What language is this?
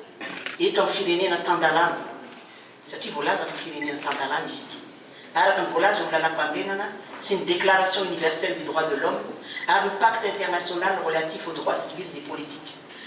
Malagasy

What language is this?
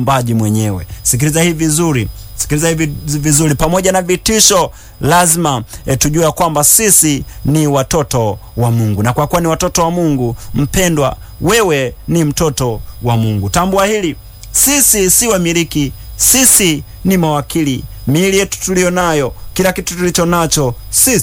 Swahili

